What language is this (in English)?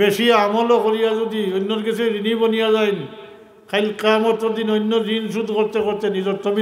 Sylheti